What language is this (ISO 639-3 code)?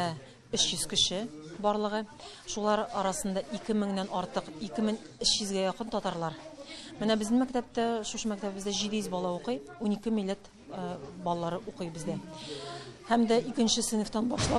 tat